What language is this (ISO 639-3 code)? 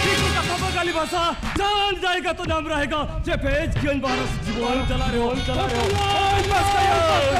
sat